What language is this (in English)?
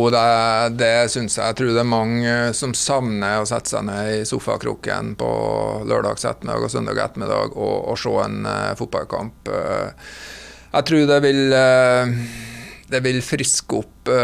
Norwegian